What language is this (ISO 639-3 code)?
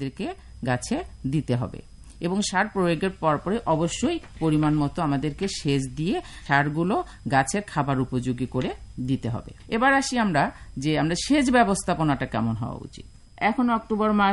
ben